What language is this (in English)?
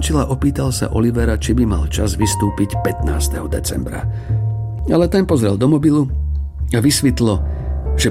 Slovak